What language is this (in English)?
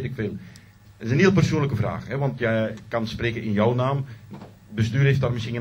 Dutch